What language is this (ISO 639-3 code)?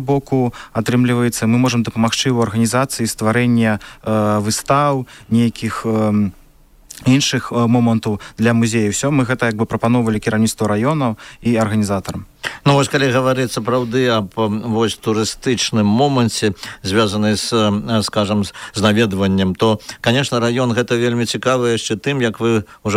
bel